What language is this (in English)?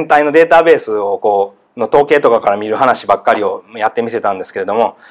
Japanese